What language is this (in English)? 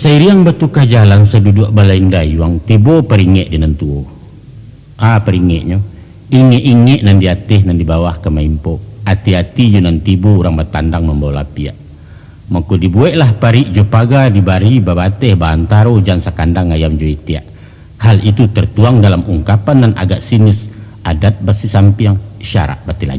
Minangkabau